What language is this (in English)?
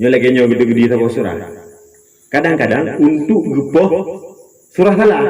Achinese